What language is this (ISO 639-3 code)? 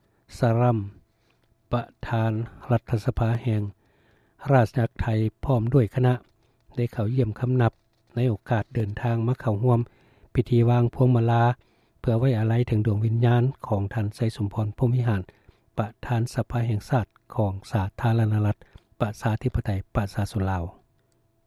lao